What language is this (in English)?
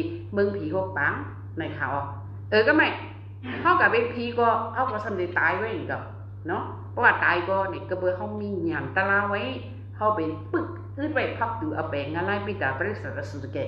Shan